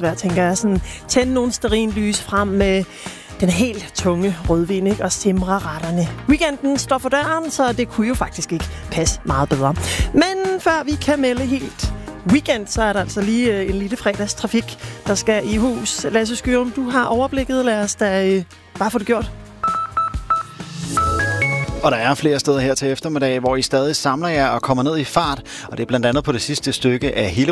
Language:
Danish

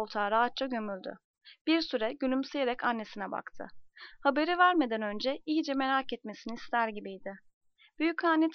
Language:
Turkish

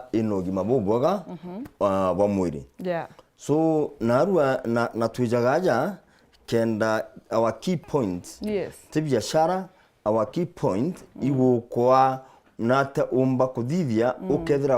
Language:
Meru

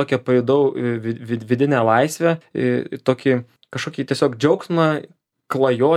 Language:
Lithuanian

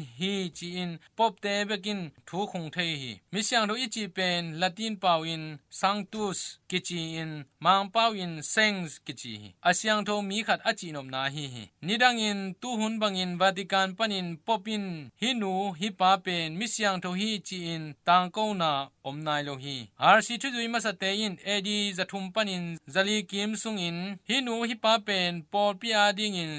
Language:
Tedim Chin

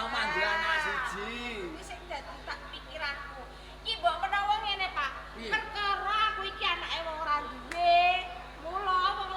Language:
Javanese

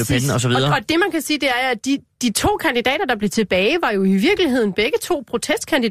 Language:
Danish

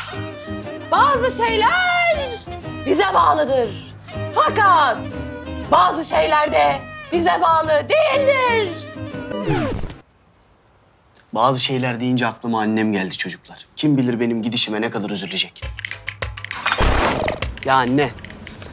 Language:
Turkish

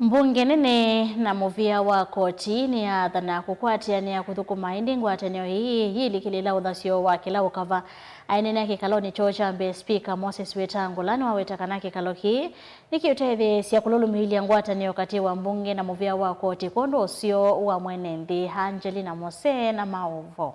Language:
Kamba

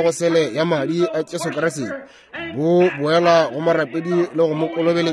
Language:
Northern Sotho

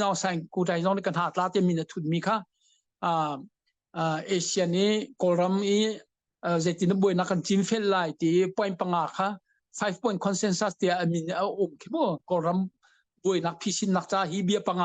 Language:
Hakha Chin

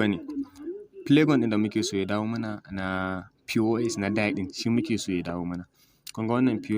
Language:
Hausa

